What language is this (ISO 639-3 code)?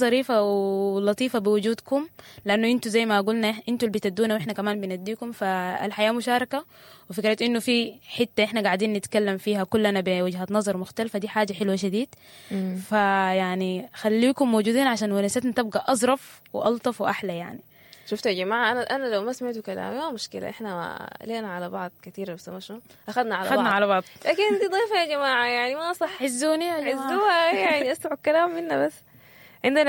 apd